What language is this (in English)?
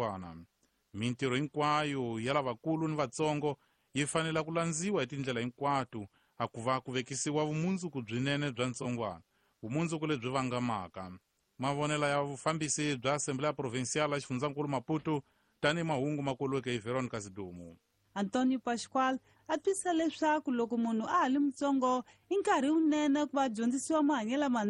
Tsonga